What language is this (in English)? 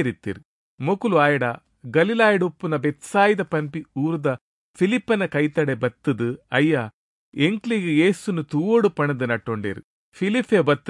Tulu